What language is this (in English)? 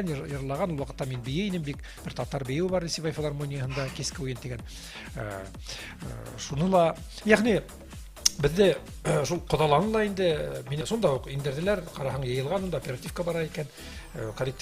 Bashkir